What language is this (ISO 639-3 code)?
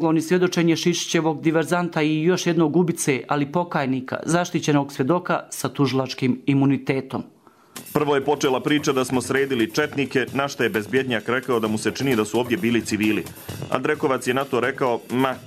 hrv